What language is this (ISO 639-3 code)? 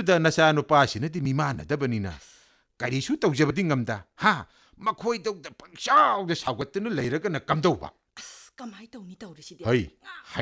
mni